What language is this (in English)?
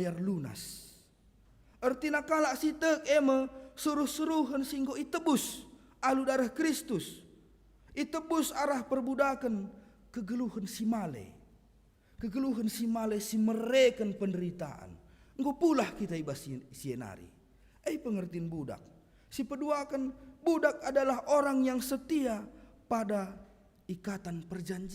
Batak Karo